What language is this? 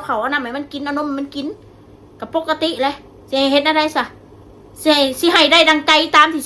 Northeastern Thai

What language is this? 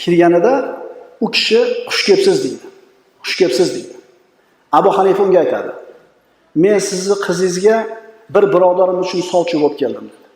Uzbek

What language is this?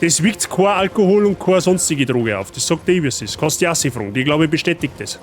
Bavarian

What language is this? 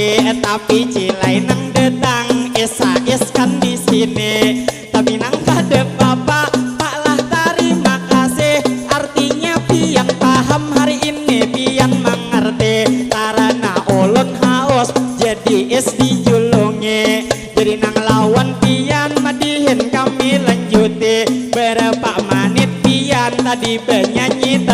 Banjar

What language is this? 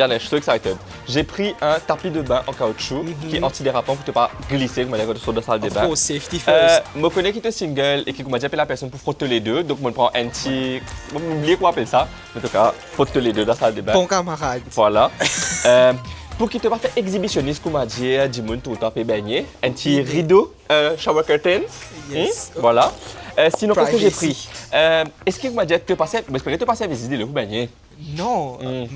Morisyen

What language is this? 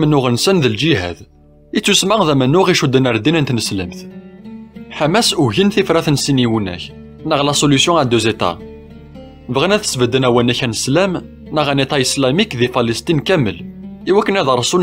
Kabyle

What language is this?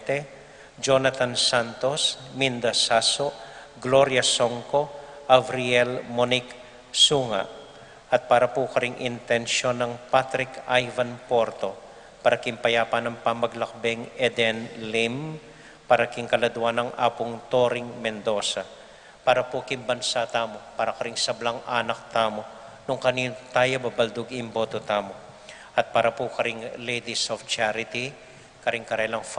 Pampanga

